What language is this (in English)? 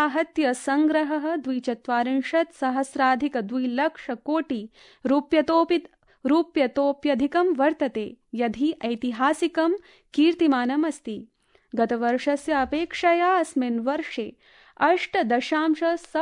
Sanskrit